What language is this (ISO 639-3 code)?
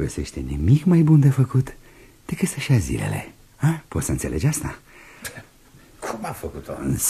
ron